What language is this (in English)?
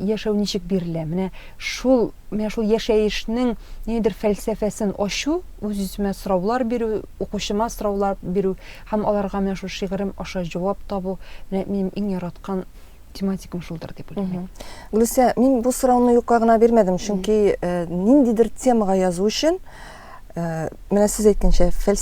Tatar